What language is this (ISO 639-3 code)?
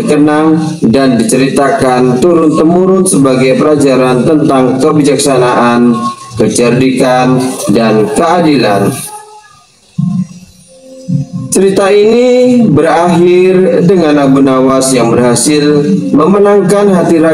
ind